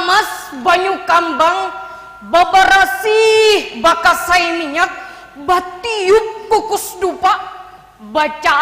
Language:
Banjar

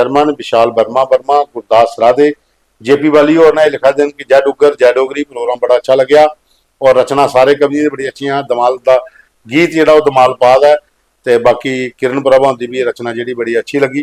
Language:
Dogri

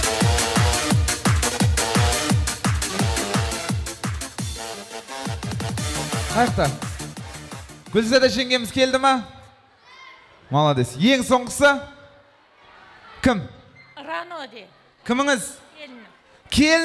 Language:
Kazakh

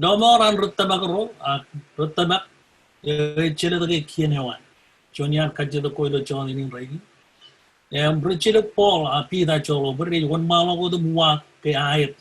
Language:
Marshallese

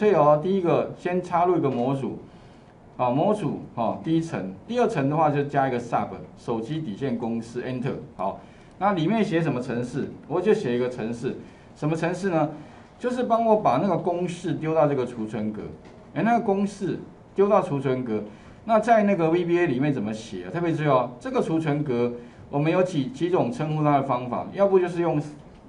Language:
Chinese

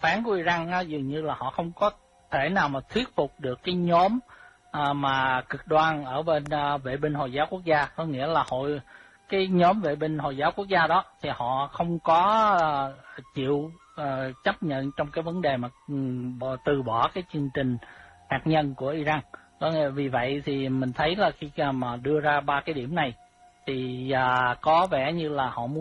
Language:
Vietnamese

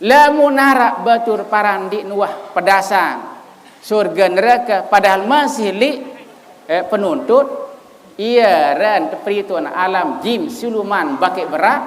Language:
Sasak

